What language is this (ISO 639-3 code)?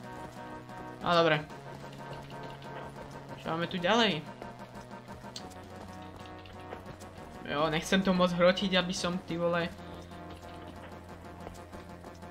slk